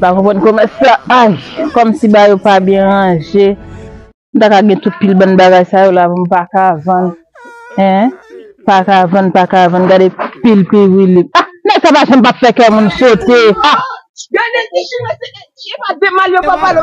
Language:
Haitian Creole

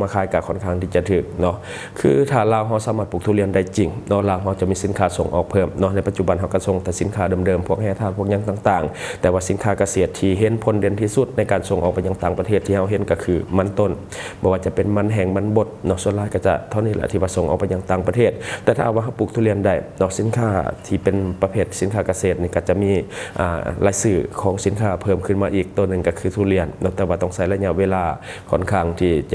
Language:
Lao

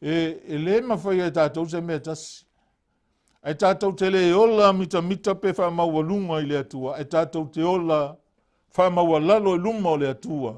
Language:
Samoan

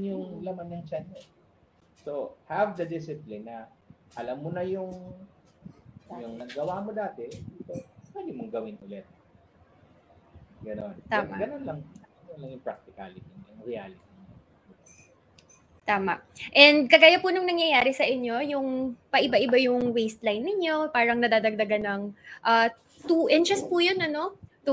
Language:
Filipino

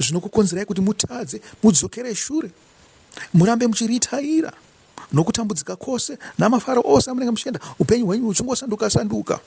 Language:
Shona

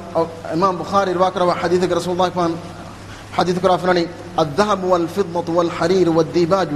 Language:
Divehi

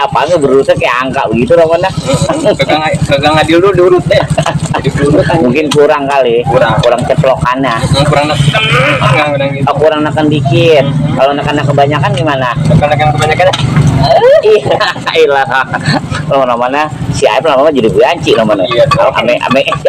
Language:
Betawi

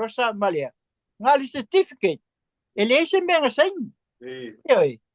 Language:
Samoan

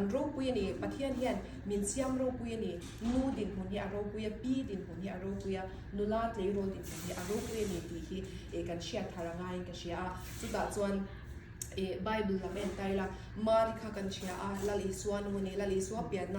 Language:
Mizo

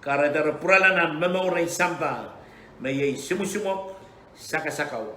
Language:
Pohnpeian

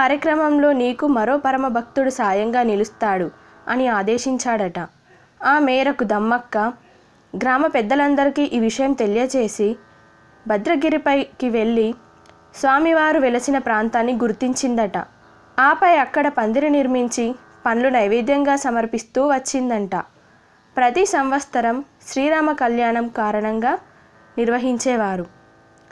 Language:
Telugu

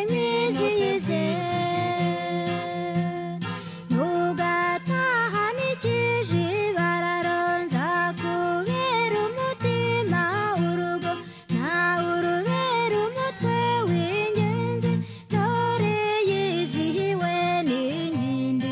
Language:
Kinyarwanda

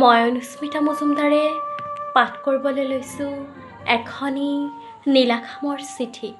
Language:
Assamese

